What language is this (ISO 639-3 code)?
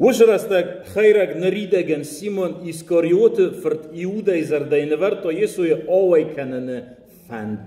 oss